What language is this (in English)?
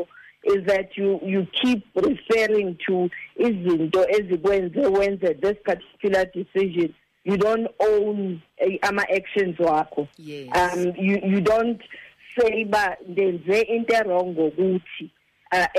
Xhosa